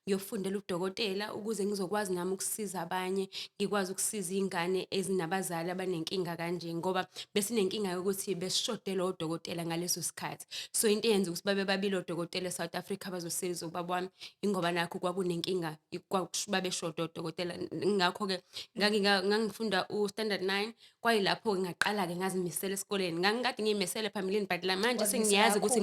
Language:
Zulu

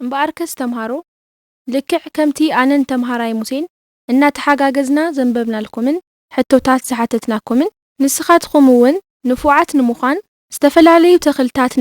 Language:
Tigrinya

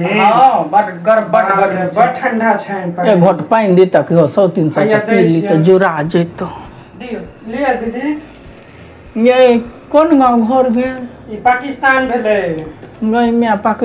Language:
Maithili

